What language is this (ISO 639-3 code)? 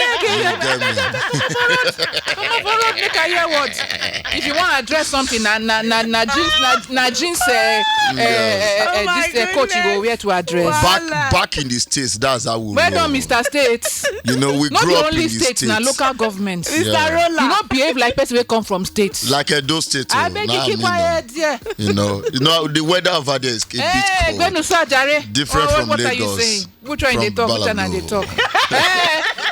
pcm